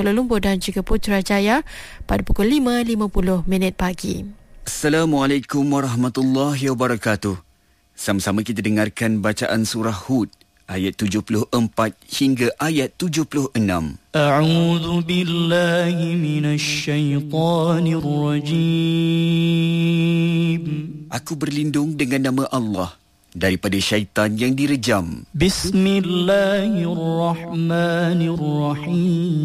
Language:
Malay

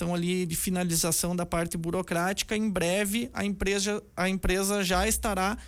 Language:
Portuguese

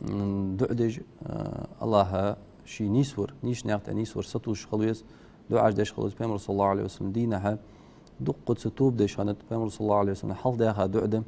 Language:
Ingush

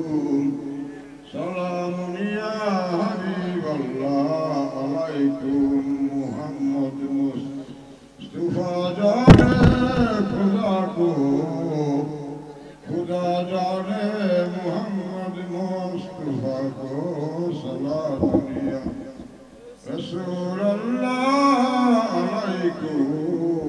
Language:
Bangla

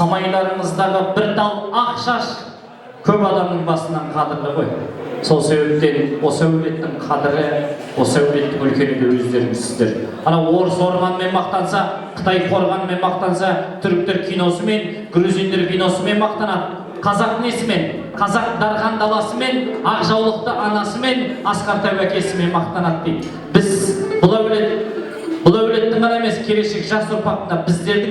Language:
Kazakh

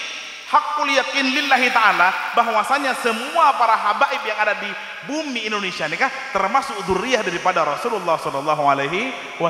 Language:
Madurese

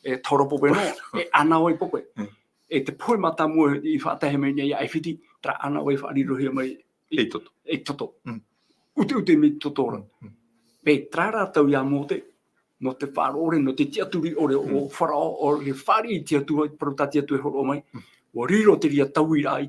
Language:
Tahitian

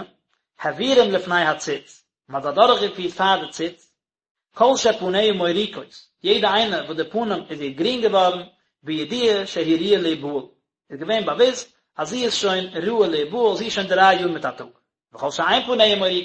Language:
Yiddish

